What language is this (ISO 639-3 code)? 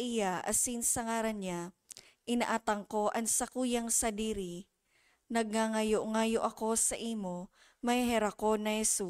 bik